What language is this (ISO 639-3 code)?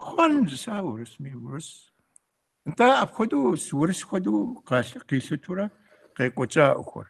kbd